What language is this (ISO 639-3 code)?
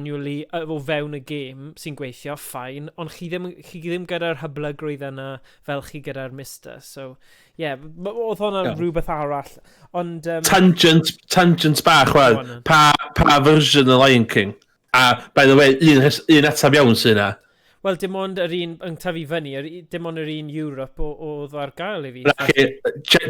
cym